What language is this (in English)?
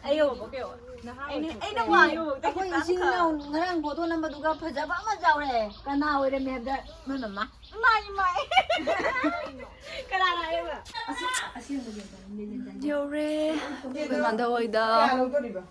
Manipuri